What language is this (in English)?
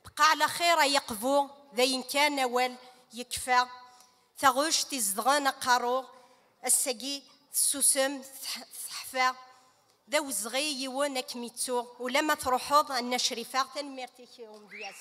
Kabyle